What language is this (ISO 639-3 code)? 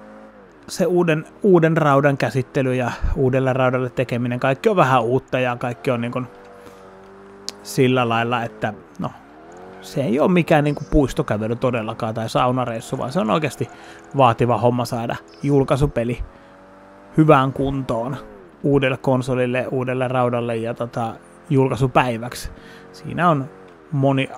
fin